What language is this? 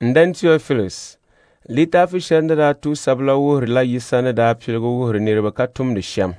Dagbani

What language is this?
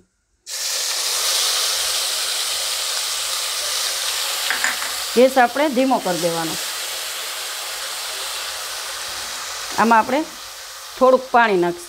Gujarati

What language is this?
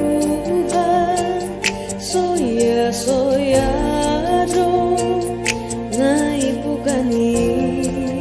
Batak Simalungun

